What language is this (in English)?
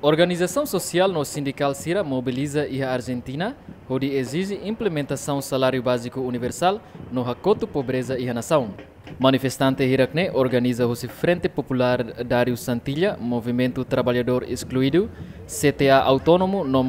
Tetum